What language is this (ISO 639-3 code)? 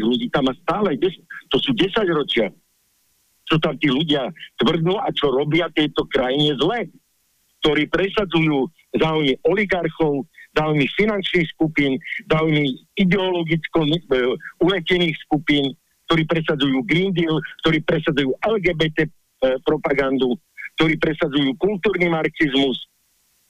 slk